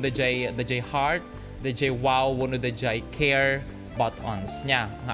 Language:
Iloko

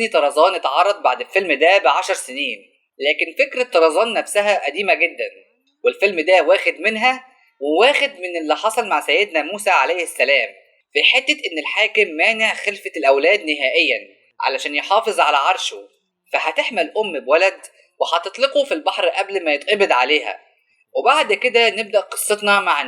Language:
Egyptian Arabic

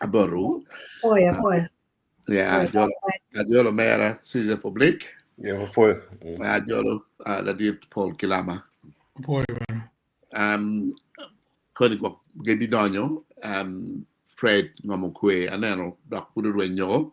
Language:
Acoli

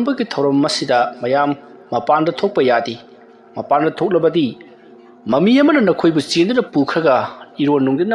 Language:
Manipuri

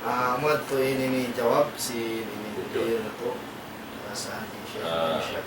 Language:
Tausug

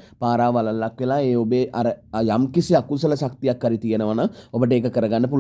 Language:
Sinhala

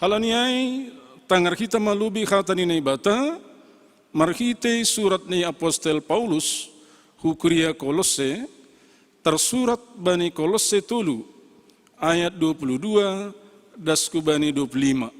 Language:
Batak Simalungun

